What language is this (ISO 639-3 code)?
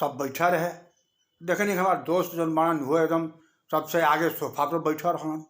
bho